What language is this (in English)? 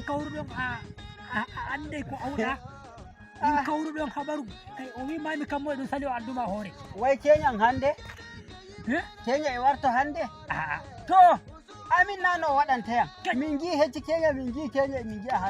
Nigerian Fulfulde